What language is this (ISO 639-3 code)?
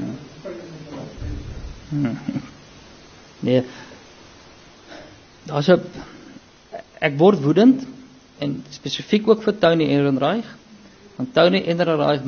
afr